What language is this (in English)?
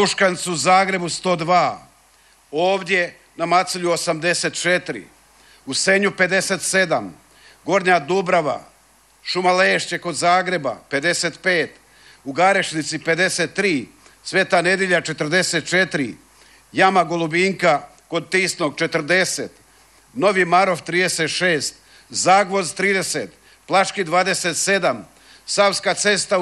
Croatian